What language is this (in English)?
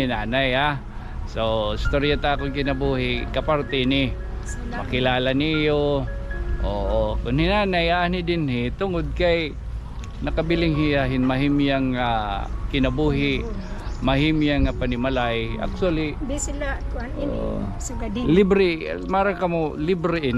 Waray